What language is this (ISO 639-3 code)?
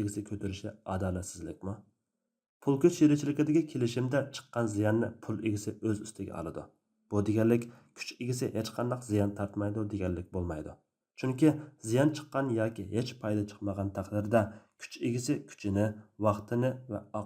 uig